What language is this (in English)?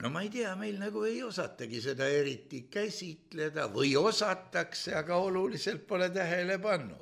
Estonian